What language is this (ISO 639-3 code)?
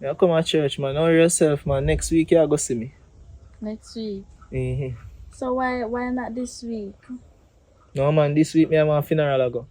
jam